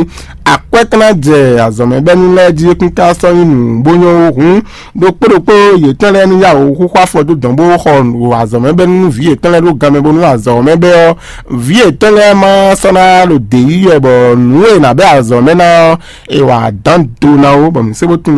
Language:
Fon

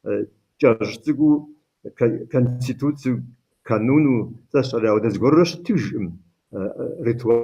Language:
Kabardian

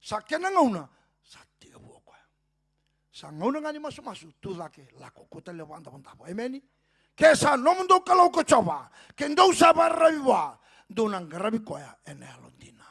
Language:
Fijian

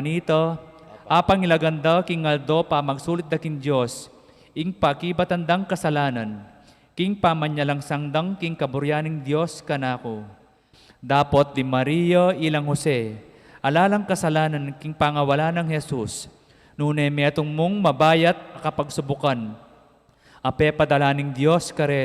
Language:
Pampanga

